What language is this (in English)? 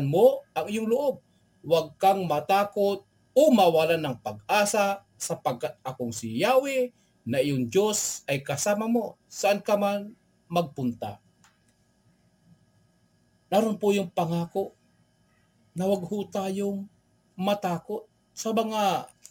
Filipino